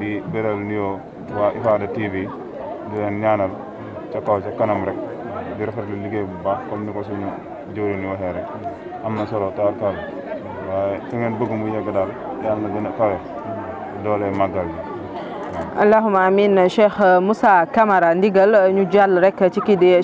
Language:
Wolof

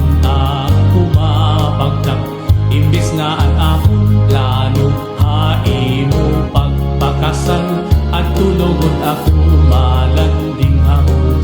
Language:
Waray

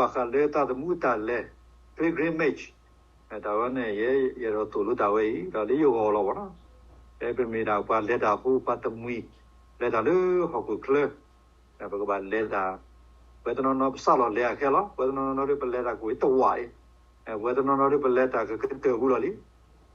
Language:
S'gaw Karen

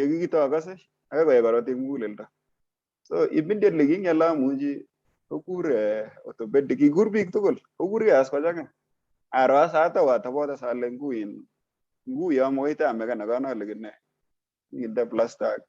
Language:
Kalenjin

